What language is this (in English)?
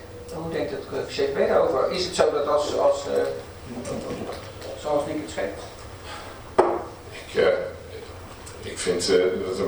Dutch